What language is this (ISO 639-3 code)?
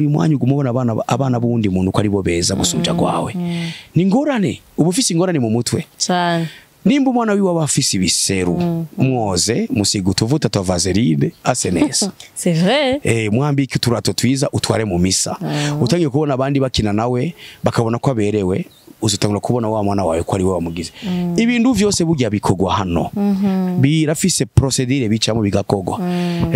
run